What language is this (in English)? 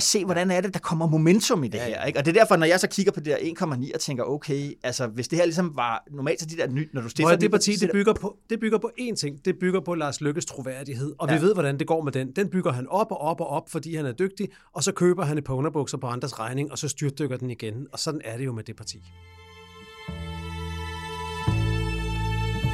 Danish